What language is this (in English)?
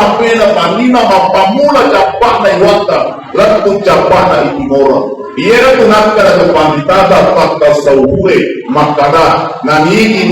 Buginese